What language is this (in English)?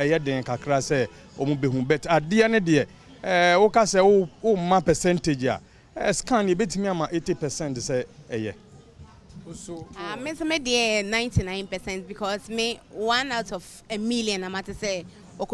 Akan